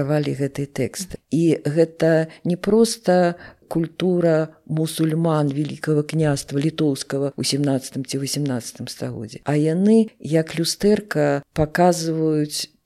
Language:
Belarusian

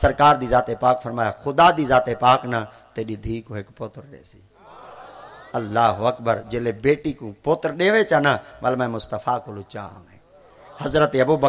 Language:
Saraiki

